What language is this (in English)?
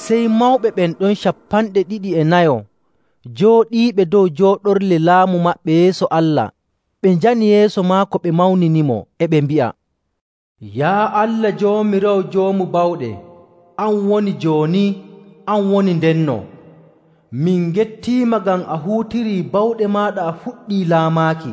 Nigerian Fulfulde